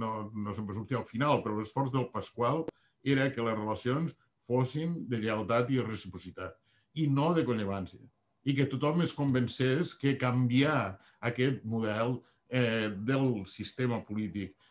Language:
Catalan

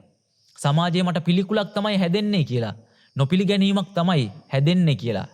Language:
Sinhala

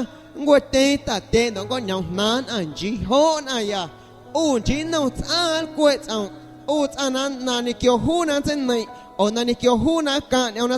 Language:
Guerrero Amuzgo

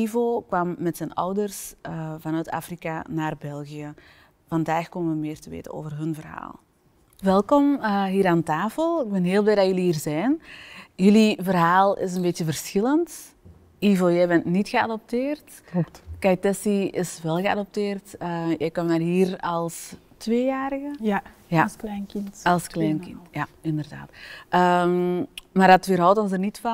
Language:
Dutch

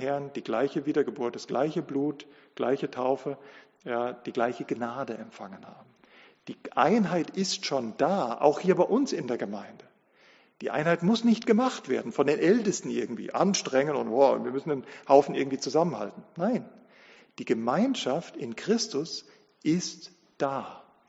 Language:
German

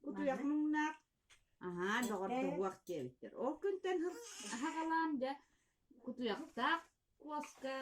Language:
Yakut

